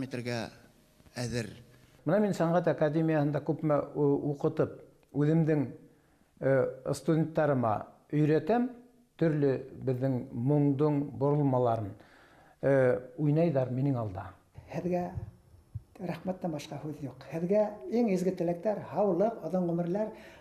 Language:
Bashkir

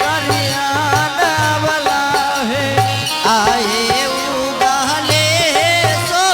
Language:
Angika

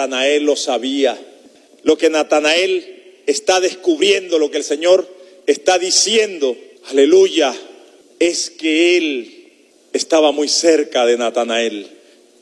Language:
Spanish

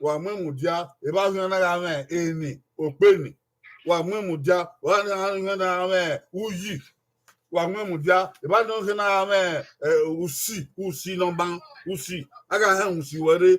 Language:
Bini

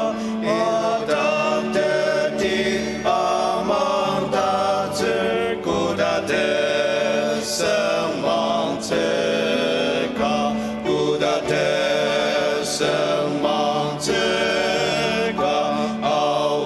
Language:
Ao Naga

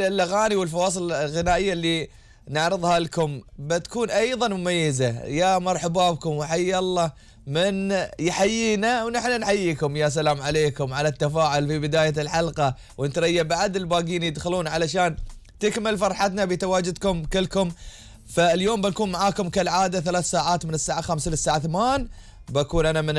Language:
Gulf Arabic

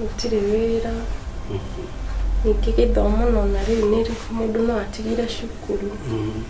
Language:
Kikuyu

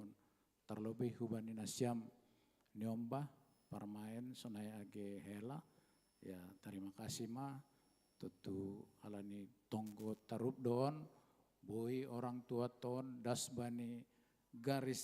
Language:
Batak Simalungun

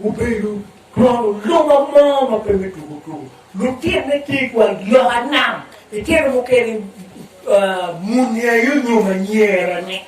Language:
Acoli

